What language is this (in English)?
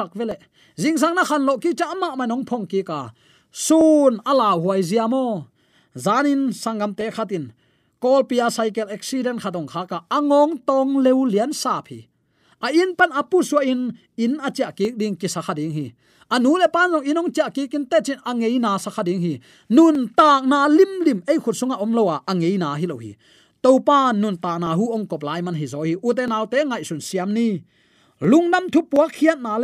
Tedim Chin